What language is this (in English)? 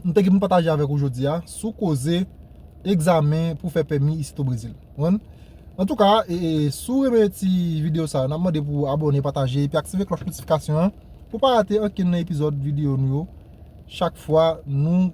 Haitian Creole